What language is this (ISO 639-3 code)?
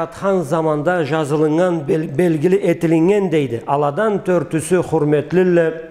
krc